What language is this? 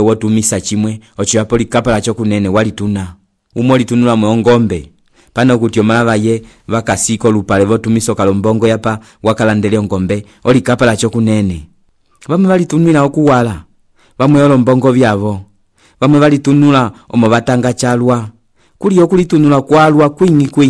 Umbundu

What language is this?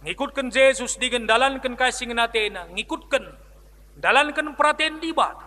Batak Karo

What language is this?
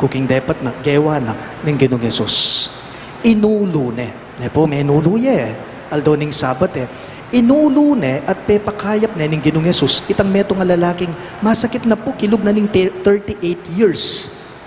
Pampanga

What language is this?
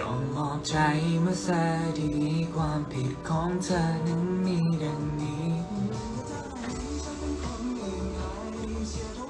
Thai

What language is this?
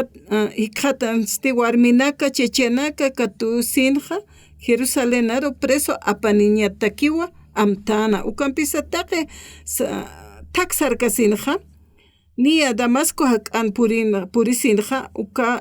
Aymara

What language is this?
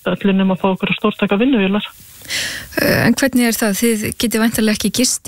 Icelandic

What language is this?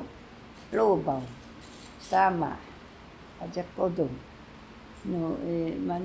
Taroko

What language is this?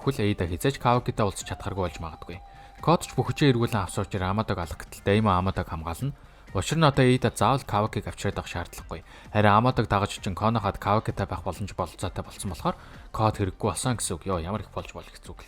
Mongolian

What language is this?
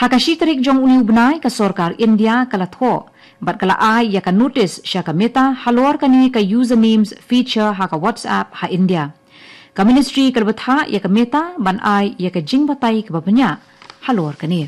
Khasi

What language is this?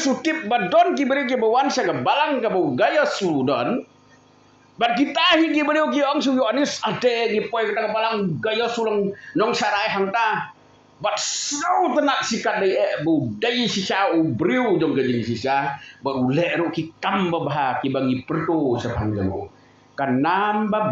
Khasi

